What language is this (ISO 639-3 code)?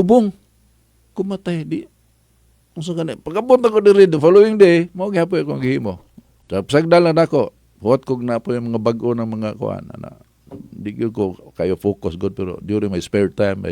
ceb